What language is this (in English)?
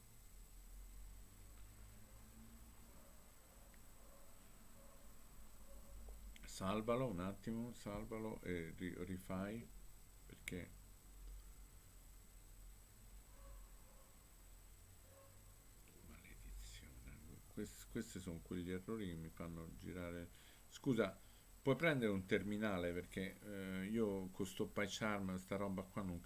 Italian